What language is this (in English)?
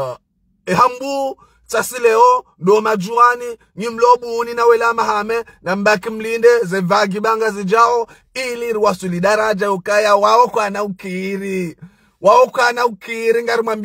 Ngazidja Comorian